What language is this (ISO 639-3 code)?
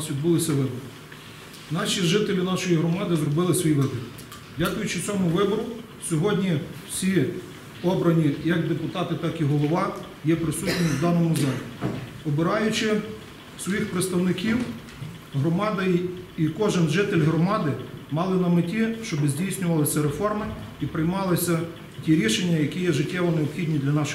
ukr